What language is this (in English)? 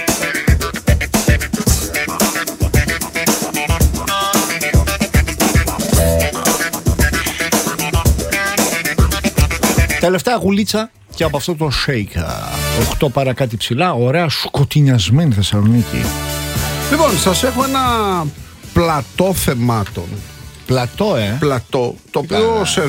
Greek